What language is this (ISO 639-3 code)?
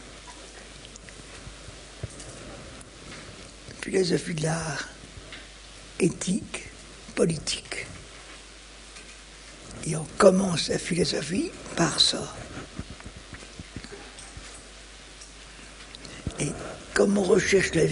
fra